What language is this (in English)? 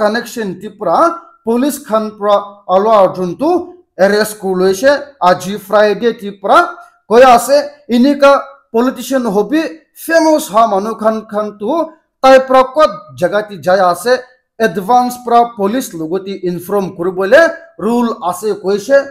Naga Pidgin